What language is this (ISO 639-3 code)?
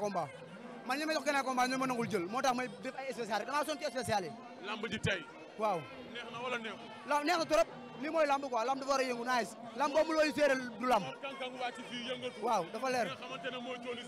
wol